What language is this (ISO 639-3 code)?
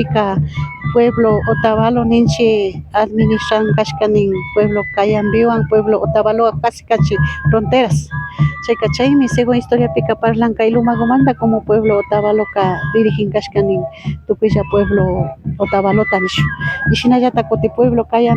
qvi